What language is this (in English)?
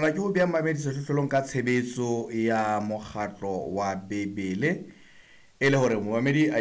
Southern Sotho